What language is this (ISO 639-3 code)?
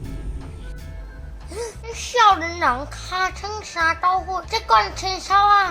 nan